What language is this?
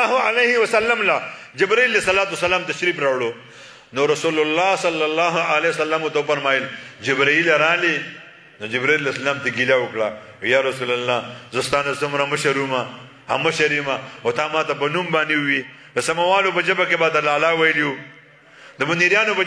Pashto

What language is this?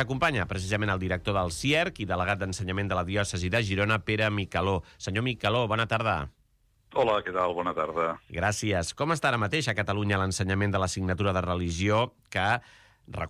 Catalan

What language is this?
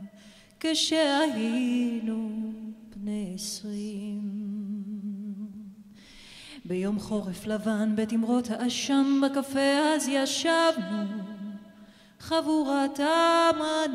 Hebrew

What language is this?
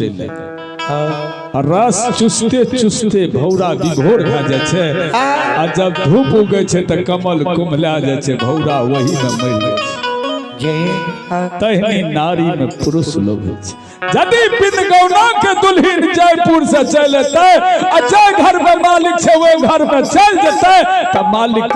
Maithili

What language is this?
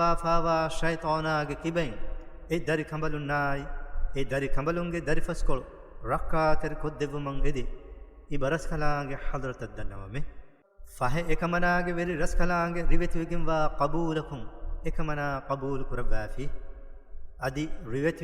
Divehi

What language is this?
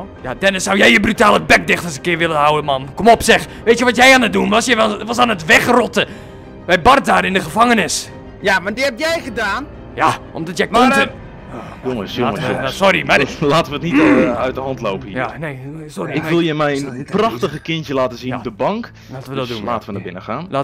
Dutch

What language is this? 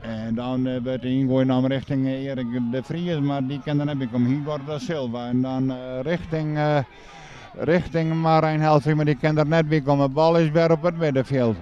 Western Frisian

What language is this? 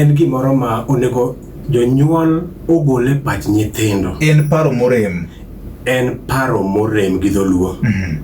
Luo (Kenya and Tanzania)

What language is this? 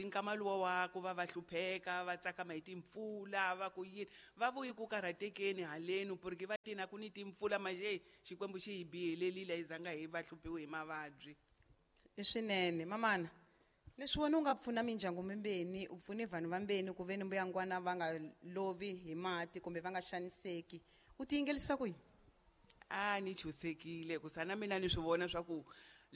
Tsonga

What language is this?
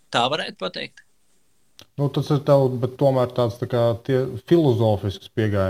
Latvian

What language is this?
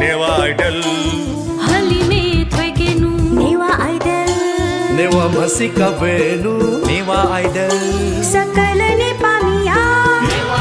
Newari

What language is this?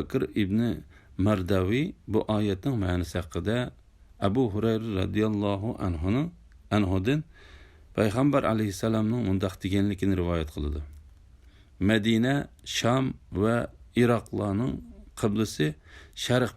Uyghur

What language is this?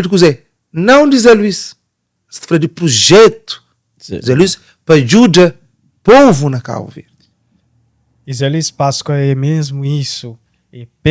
Kabuverdianu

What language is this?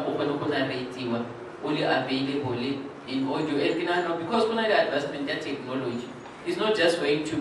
Tswana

